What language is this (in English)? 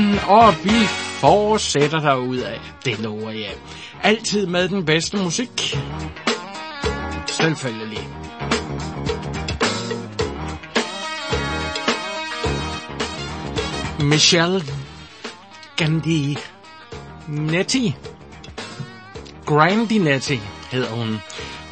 Danish